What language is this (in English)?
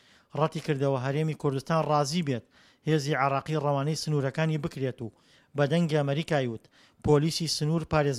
Central Kurdish